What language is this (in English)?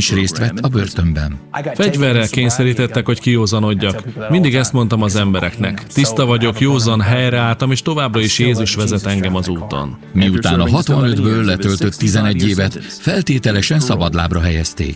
Hungarian